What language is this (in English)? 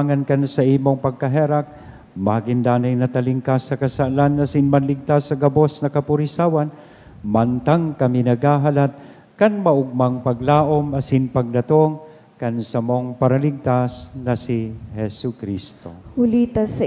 Bikol